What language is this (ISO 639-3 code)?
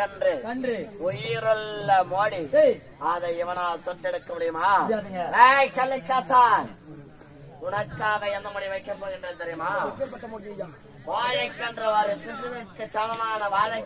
tam